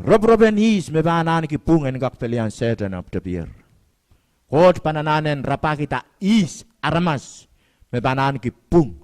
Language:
Pohnpeian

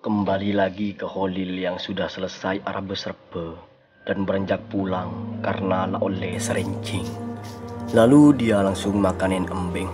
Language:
Madurese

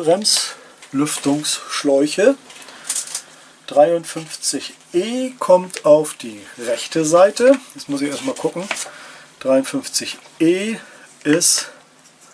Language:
German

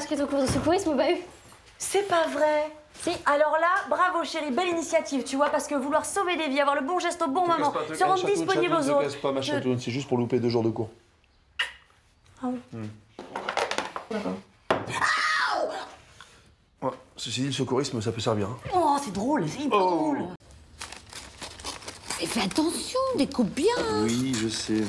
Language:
French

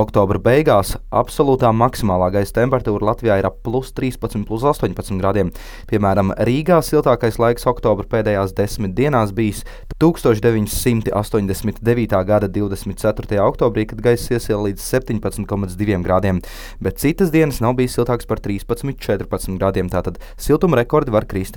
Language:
Latvian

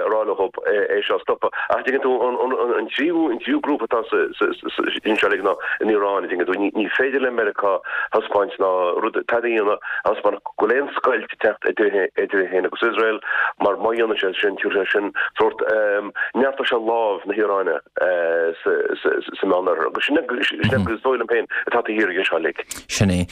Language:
Irish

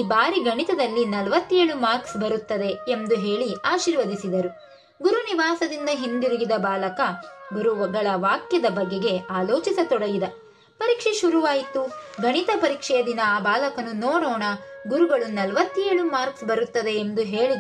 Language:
Kannada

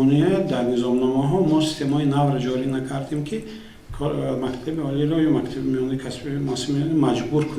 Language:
Tajik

